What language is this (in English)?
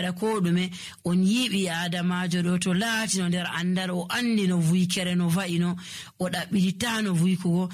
Nigerian Fulfulde